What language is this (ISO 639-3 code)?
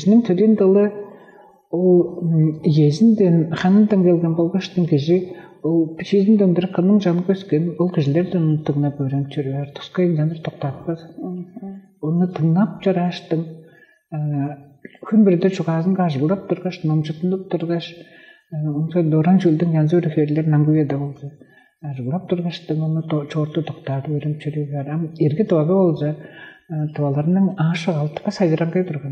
tyv